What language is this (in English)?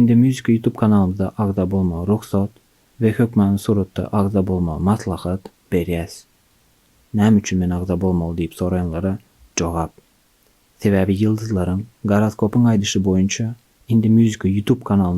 Turkmen